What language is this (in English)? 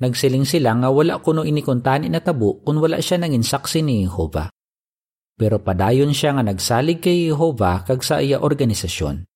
Hiligaynon